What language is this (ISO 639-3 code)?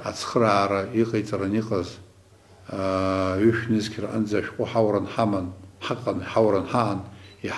abk